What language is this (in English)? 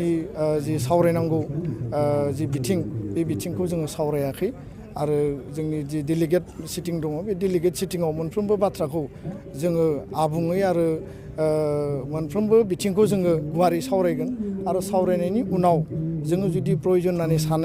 Bodo